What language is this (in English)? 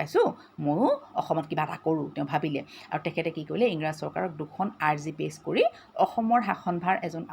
Assamese